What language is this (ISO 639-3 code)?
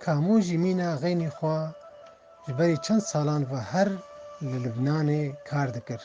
kur